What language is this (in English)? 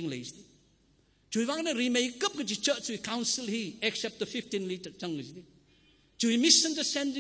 Tangkhul Naga (India)